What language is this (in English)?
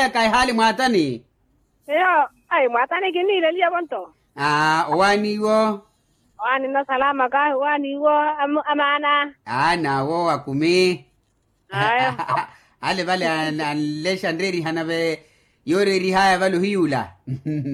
Makhuwa